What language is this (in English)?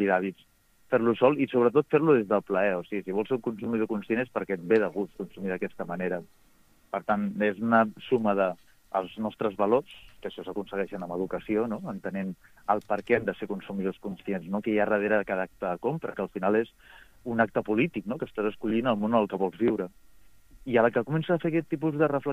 Catalan